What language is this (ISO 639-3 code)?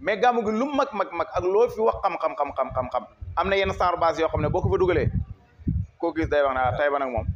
wol